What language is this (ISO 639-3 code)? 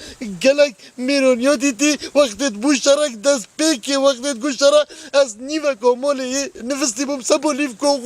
kur